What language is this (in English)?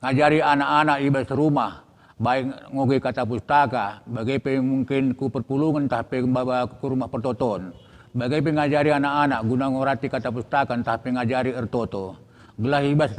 Batak Karo